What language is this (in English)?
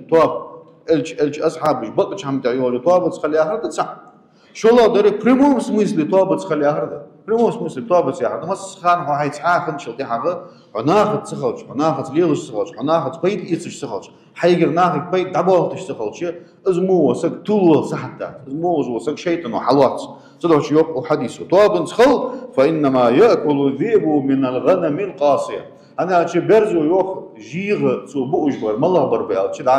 Ingush